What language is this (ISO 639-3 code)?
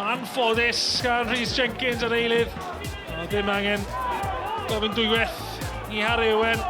cym